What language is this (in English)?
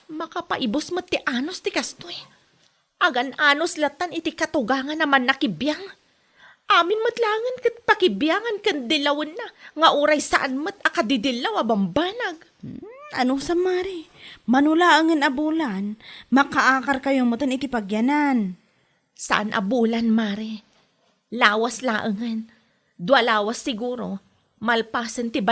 Iloko